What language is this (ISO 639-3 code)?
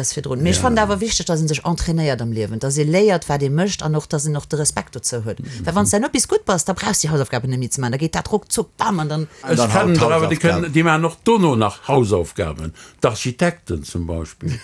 ltz